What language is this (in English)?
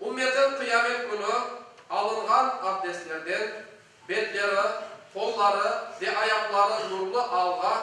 Crimean Tatar